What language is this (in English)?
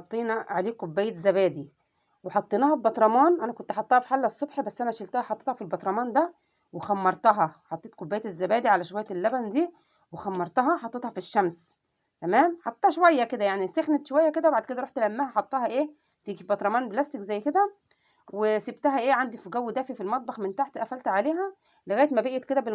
Egyptian Arabic